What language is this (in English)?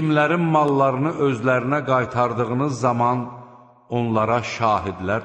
Azerbaijani